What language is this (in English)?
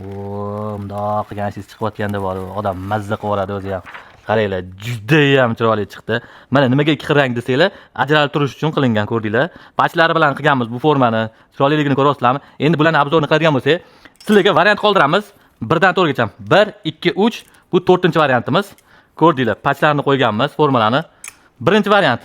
Uzbek